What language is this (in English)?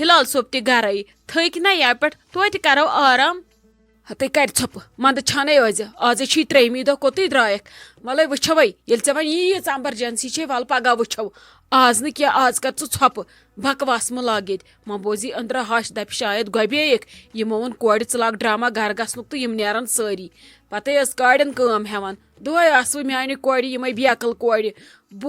Kashmiri